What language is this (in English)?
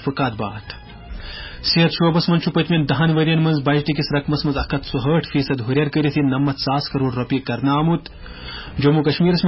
Kashmiri